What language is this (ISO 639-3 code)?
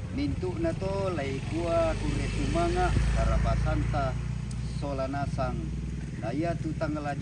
sda